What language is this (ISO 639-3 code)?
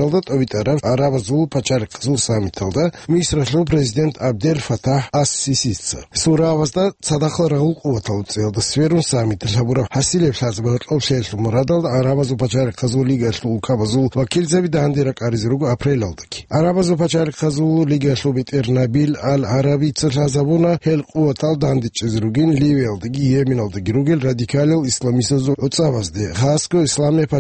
ava